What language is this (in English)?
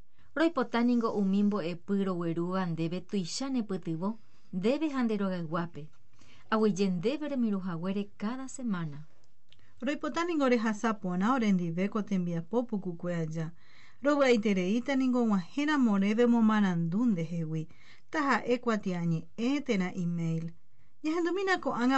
Guarani